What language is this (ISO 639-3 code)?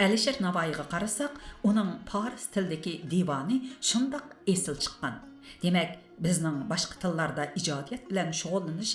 uig